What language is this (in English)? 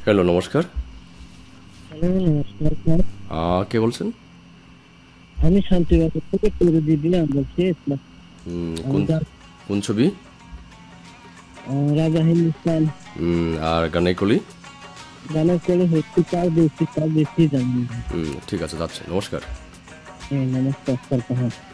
Bangla